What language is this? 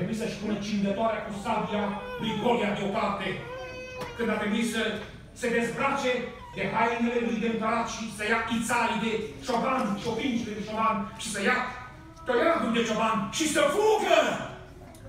Romanian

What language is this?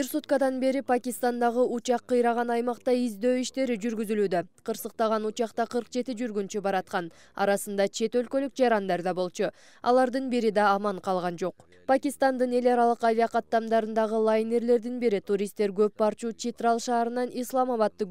Kyrgyz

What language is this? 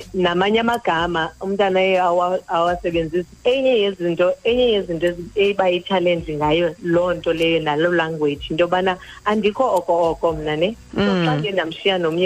Xhosa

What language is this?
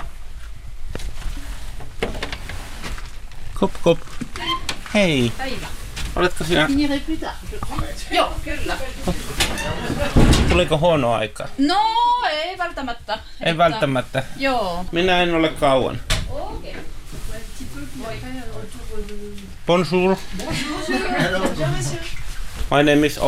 Finnish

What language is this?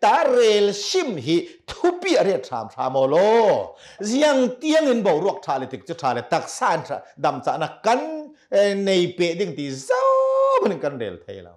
Hakha Chin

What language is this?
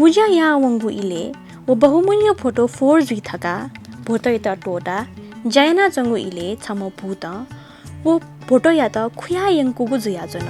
Newari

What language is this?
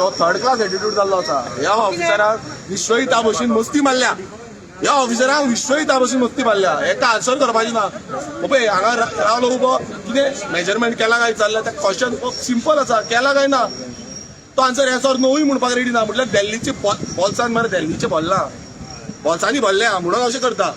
Konkani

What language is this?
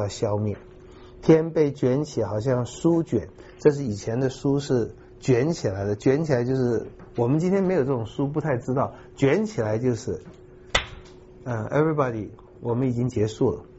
Chinese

